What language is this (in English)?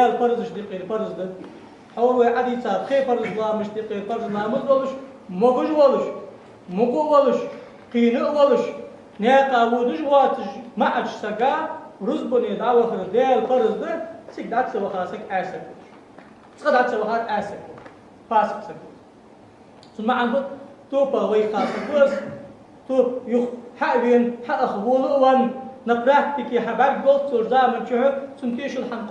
Ingush